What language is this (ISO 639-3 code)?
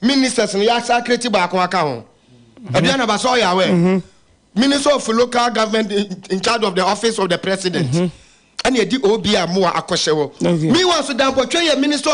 aka